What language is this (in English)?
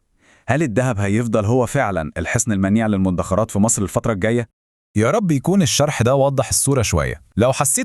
Egyptian Arabic